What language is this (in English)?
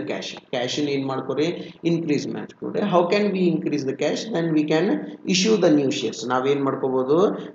Kannada